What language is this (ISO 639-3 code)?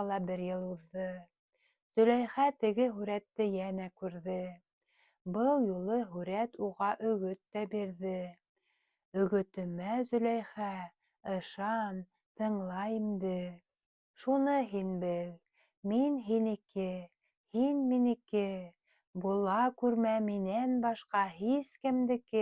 bak